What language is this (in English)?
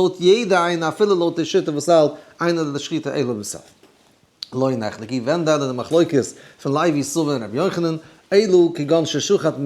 Yiddish